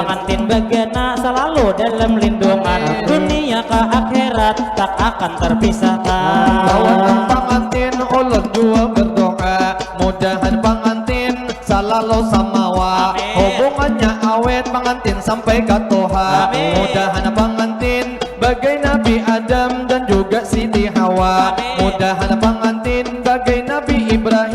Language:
Banjar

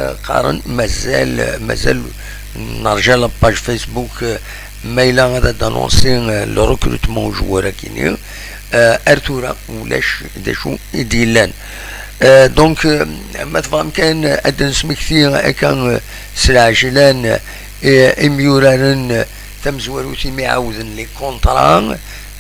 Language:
Kabyle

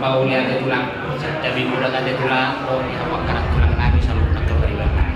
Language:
Batak Toba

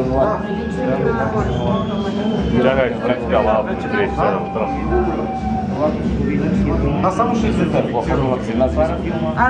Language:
Bulgarian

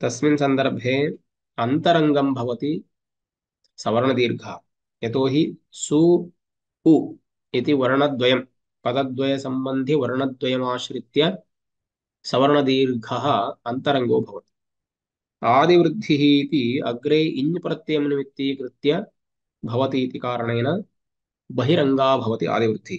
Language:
Sanskrit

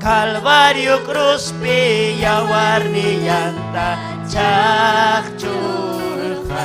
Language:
Ayacucho Quechua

